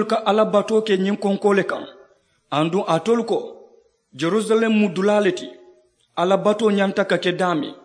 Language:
Mandingo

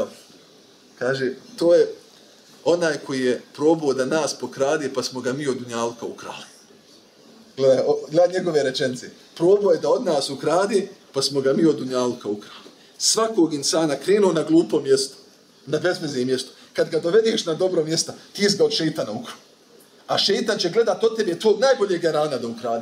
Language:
Bosnian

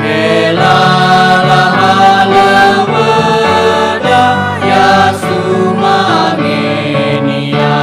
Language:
Nias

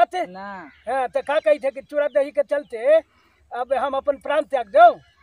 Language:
Magahi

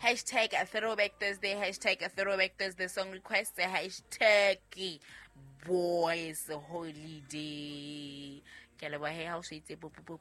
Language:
Southern Sotho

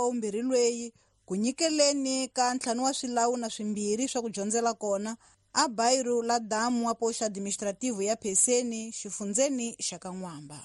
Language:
Tsonga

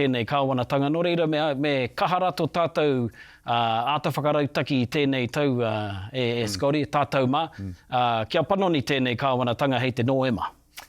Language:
Māori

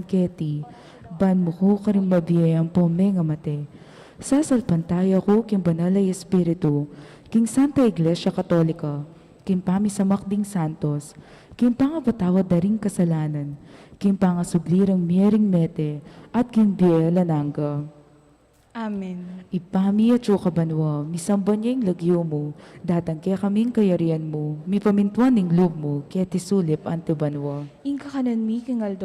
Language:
Pampanga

